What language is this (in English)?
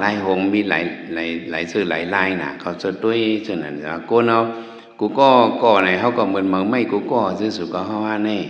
Shan